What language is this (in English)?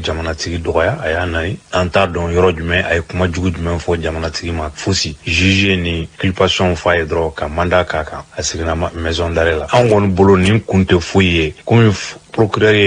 Bambara